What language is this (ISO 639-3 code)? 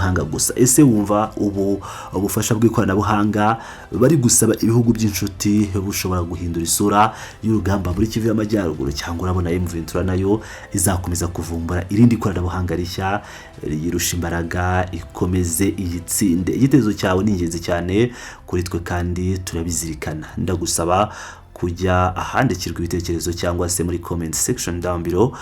kin